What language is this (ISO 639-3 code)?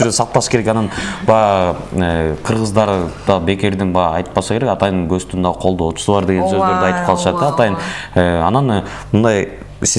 kir